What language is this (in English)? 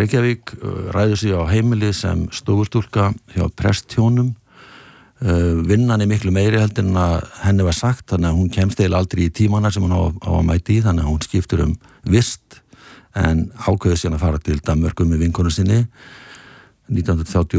Icelandic